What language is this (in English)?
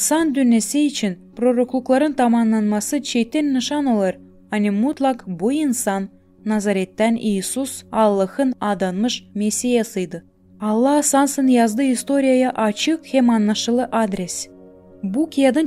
Gagauz